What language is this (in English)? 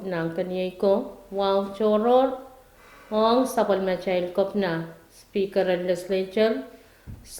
Pohnpeian